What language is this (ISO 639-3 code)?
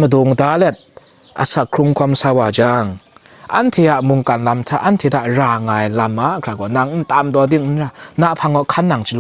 kac